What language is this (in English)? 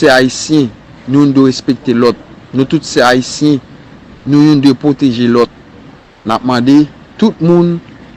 Haitian Creole